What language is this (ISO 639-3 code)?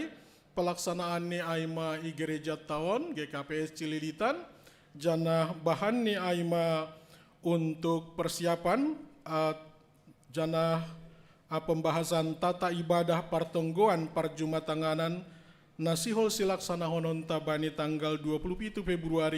bts